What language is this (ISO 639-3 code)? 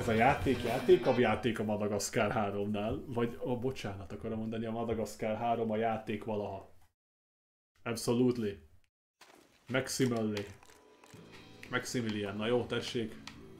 hun